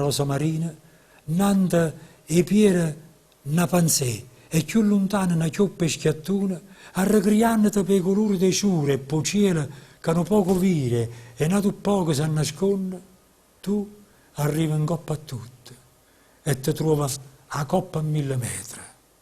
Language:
Neapolitan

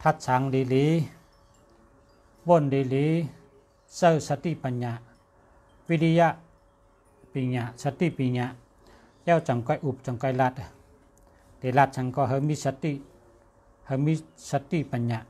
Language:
Shan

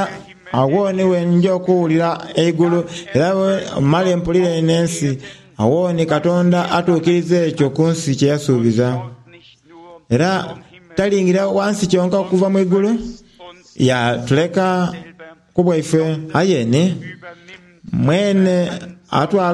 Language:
Soga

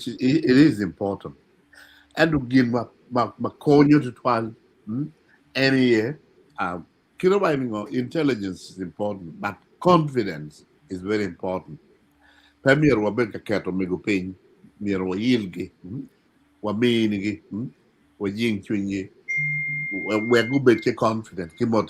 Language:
Acoli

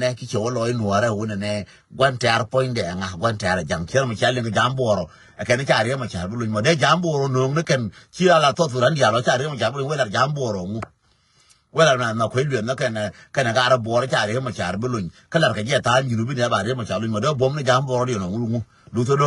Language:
Nuer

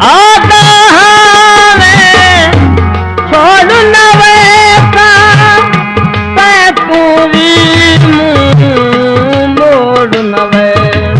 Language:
Saraiki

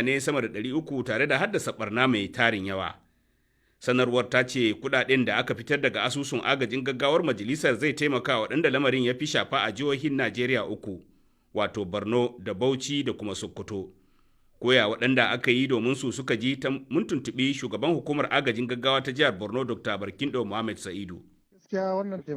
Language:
Hausa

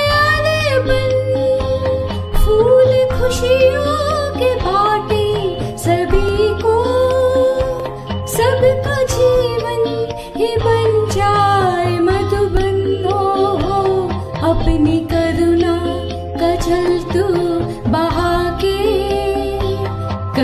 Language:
Hindi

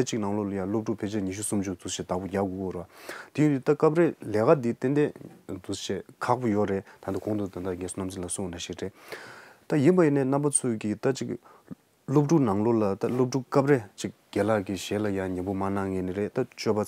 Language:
Tibetan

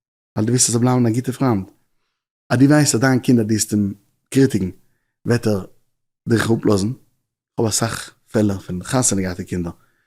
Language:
Yiddish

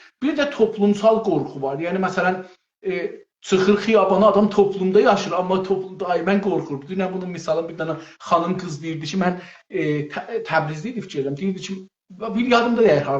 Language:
South Azerbaijani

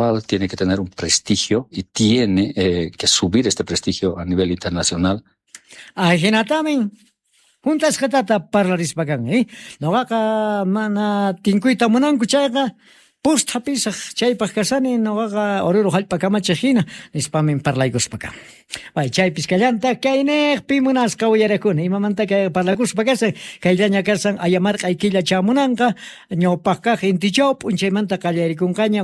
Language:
Quechua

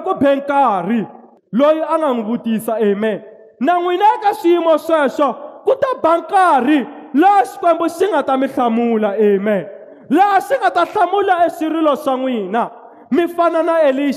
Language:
Tsonga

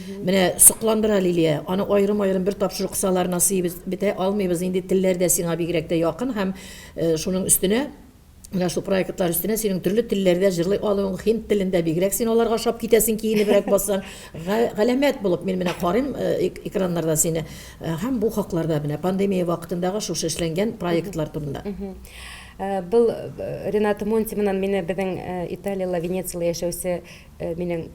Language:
Bashkir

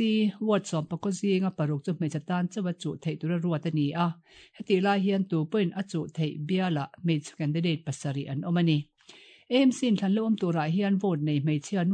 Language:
Mizo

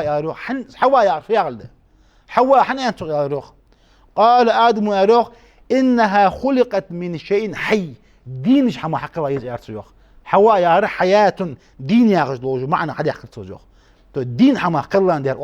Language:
Ingush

